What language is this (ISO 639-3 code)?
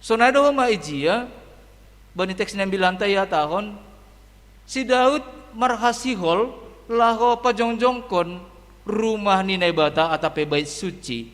bts